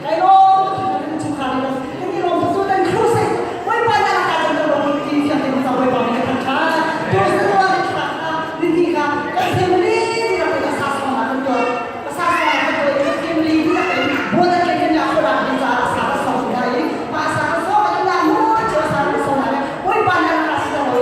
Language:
Hakha Chin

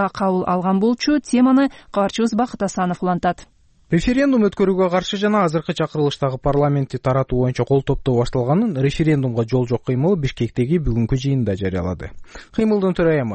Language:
Kyrgyz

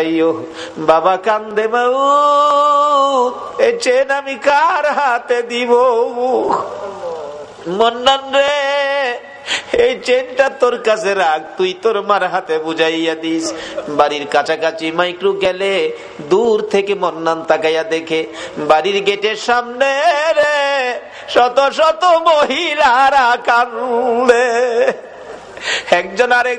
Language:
Bangla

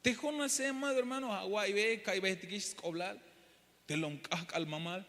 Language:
Tzeltal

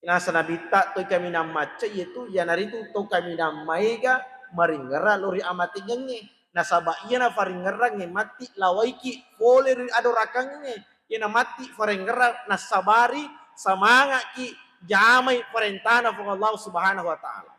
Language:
Buginese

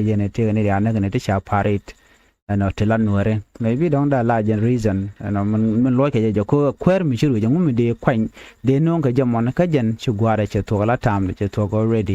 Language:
Nuer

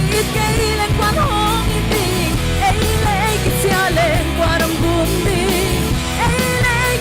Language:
Paite Chin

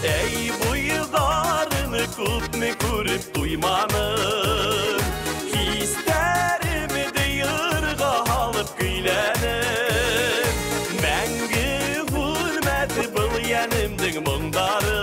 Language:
Bashkir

